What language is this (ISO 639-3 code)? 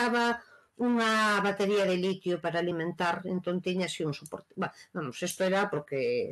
glg